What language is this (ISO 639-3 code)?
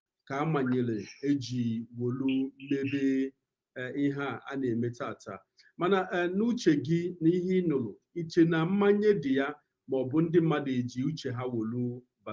ibo